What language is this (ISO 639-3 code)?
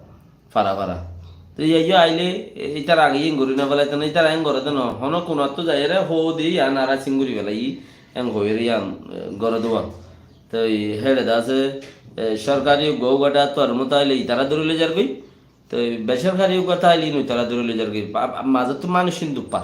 rhg